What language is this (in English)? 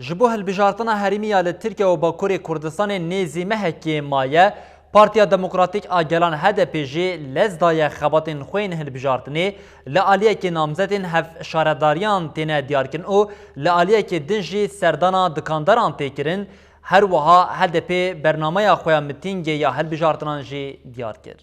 Kurdish